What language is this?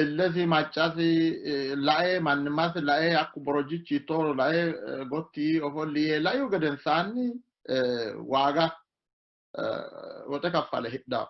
Sidamo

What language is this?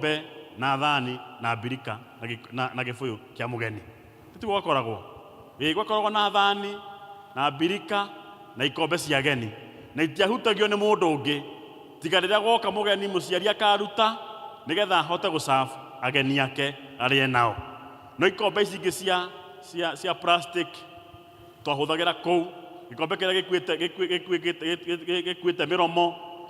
Kikuyu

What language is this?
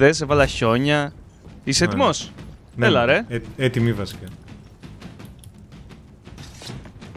Greek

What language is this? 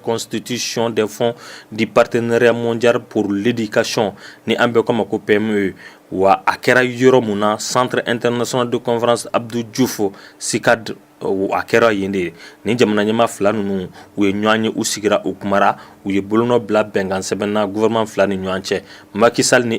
Bambara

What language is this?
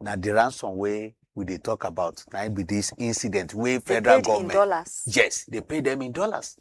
Nigerian Pidgin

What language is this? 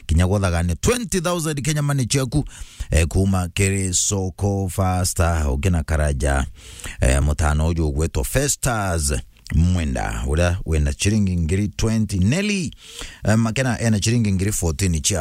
Meru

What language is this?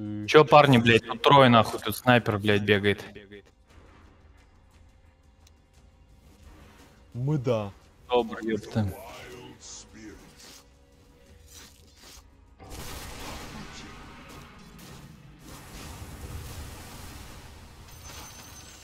Russian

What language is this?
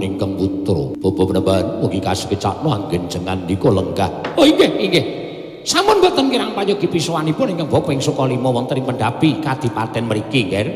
Javanese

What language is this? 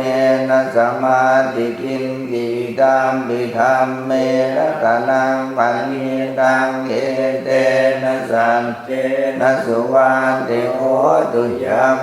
Pali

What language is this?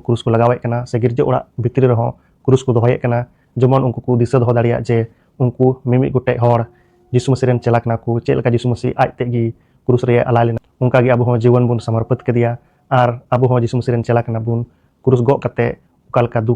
Santali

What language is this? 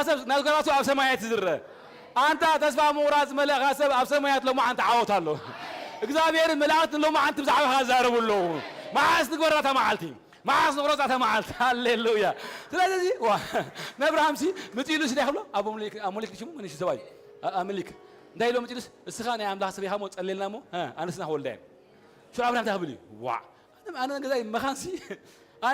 Tigrinya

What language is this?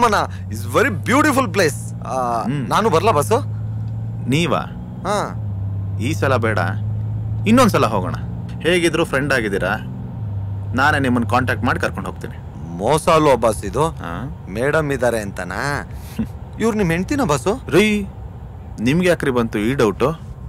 Kannada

